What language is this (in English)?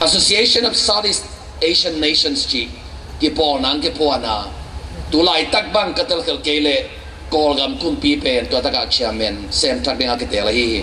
Tedim Chin